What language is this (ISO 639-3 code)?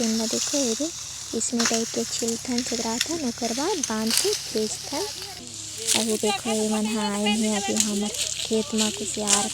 hne